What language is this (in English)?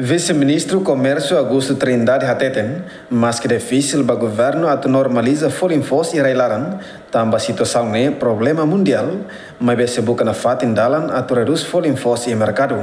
Tetum